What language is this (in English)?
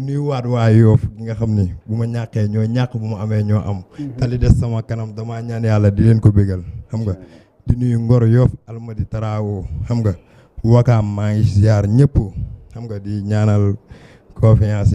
Wolof